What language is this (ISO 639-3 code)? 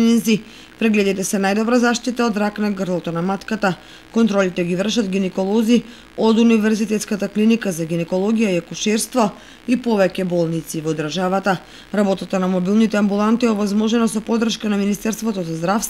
mkd